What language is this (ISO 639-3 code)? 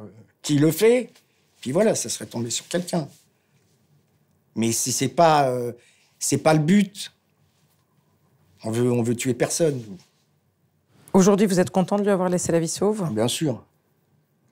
fra